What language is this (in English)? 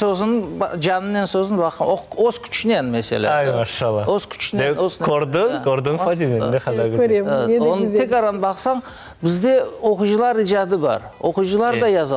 Crimean Tatar